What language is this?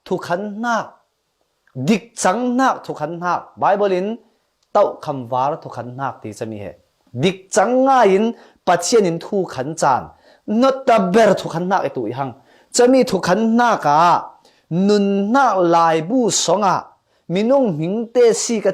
Falam Chin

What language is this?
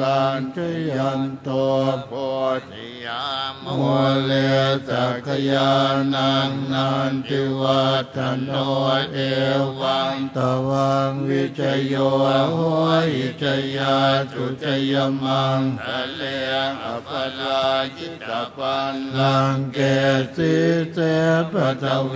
Pali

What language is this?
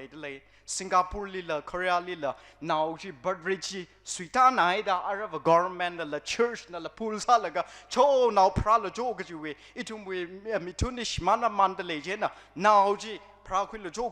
Tangkhul Naga (India)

